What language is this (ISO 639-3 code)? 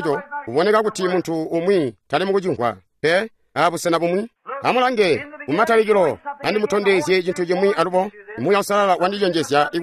toi